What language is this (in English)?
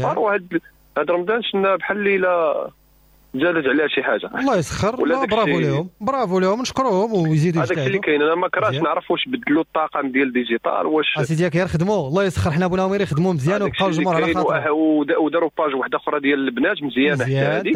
Moroccan Arabic